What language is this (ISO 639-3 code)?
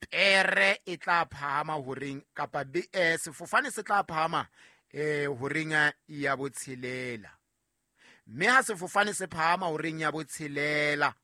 sot